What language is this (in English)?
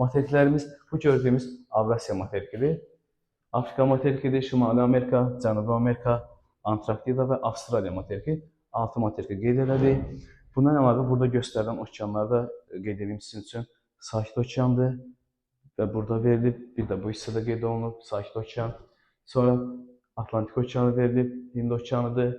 Azerbaijani